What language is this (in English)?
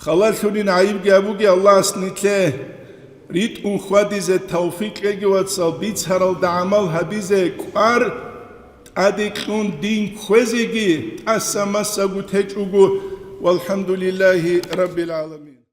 Avaric